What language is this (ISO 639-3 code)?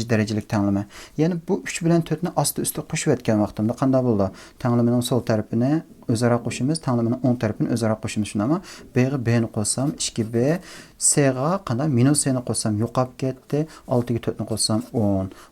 uig